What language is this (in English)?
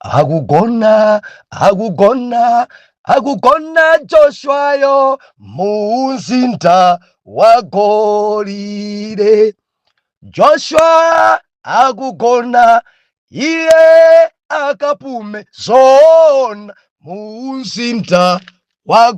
Nyanja